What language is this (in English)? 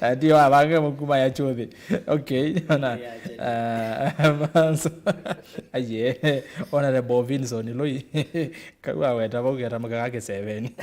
Kamba